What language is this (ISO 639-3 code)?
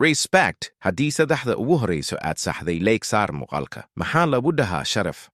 som